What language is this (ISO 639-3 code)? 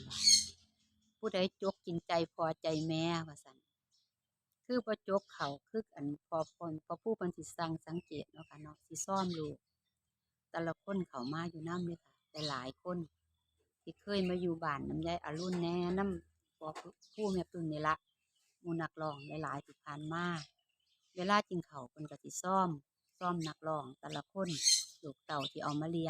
lao